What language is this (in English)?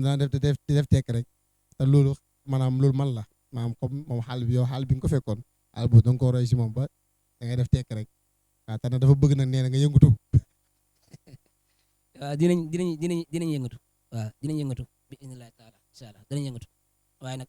Wolof